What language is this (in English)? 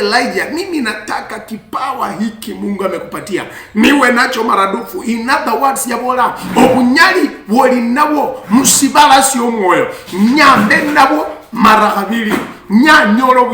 Luyia